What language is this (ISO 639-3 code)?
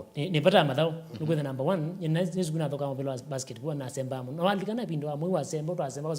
kam